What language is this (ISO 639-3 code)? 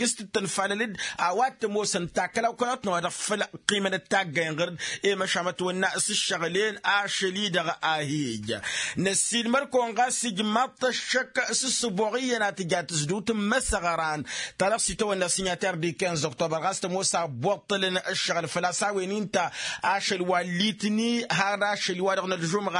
taq